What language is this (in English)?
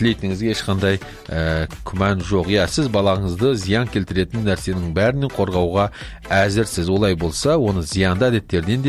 Kazakh